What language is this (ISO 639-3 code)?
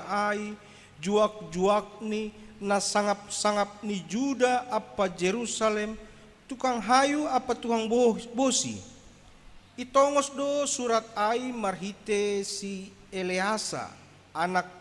bts